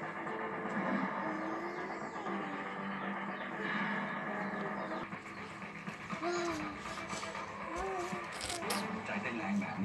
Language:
Lao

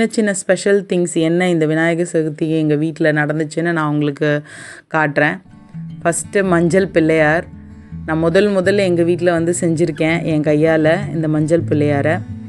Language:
Tamil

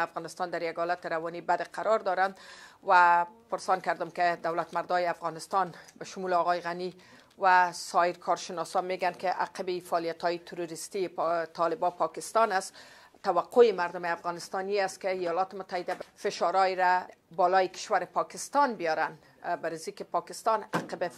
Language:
Persian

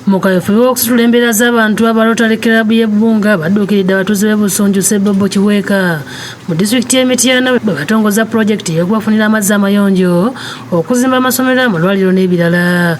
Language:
Ganda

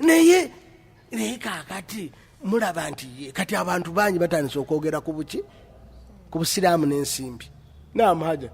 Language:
Ganda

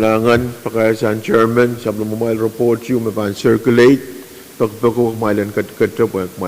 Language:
Pohnpeian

